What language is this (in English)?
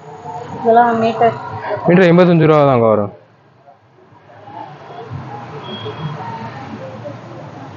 Tamil